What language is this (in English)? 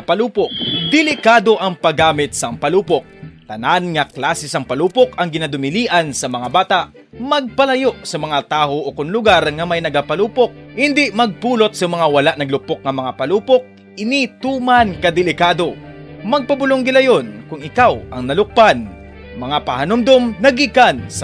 Hiligaynon